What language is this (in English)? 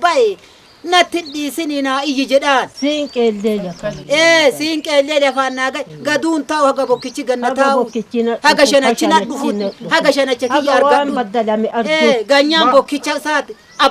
Oromo